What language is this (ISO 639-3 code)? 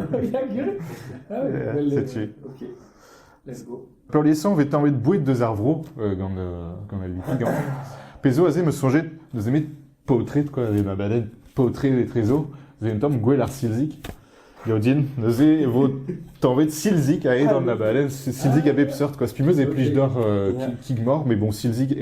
bre